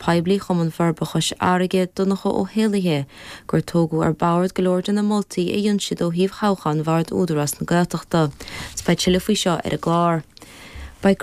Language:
Irish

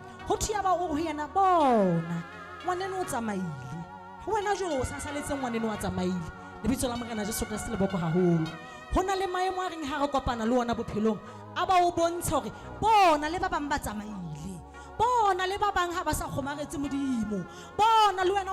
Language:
Southern Sotho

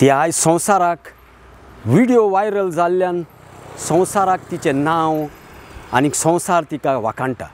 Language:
Konkani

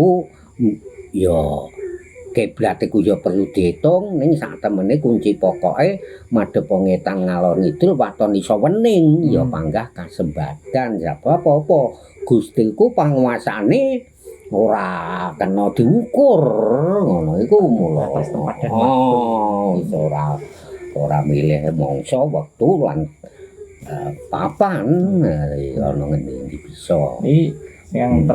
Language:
Javanese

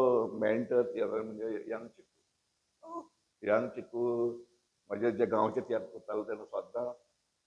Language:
Konkani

